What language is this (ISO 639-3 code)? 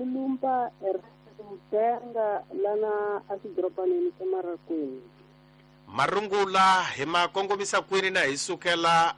tso